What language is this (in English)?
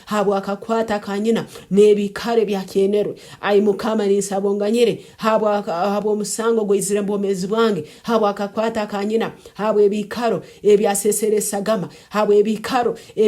Nyankole